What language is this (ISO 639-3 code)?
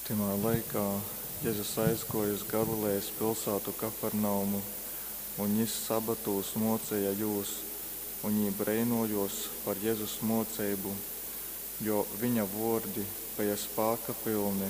ltg